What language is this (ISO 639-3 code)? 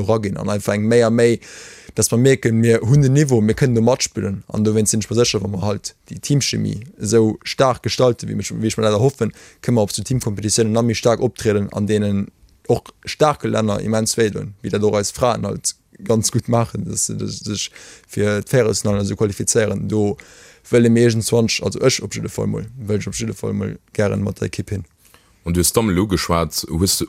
ltz